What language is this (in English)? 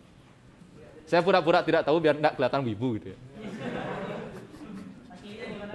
Indonesian